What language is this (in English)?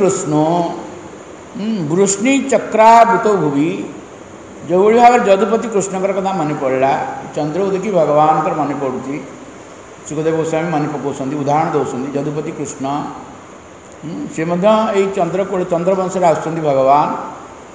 Odia